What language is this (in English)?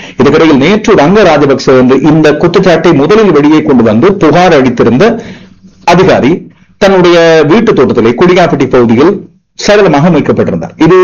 Tamil